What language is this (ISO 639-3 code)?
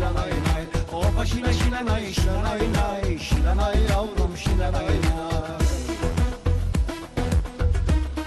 tur